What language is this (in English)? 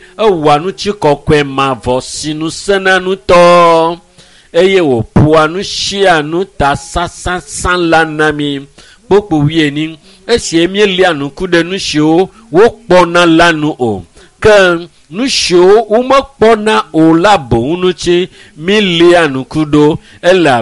Ewe